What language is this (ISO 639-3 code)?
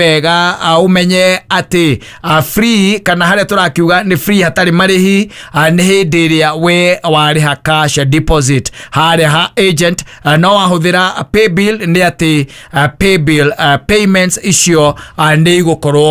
kik